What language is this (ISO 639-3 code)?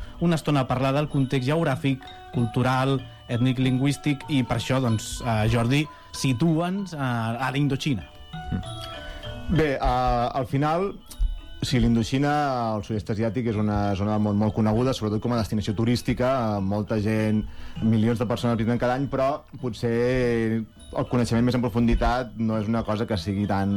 cat